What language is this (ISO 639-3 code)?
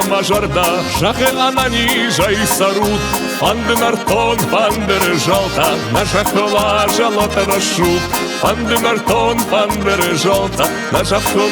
oss